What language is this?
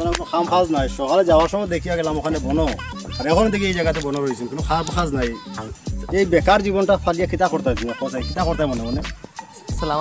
Sylheti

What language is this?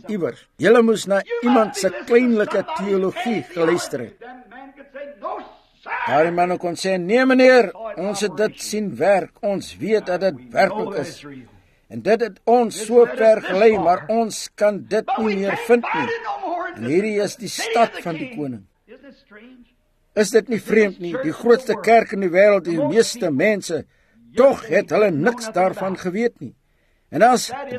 Afrikaans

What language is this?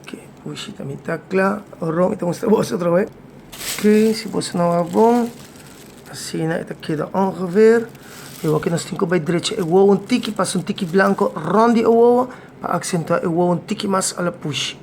Papiamento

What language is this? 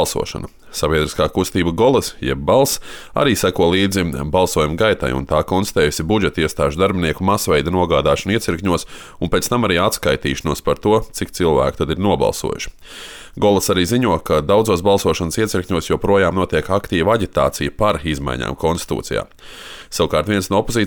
Latvian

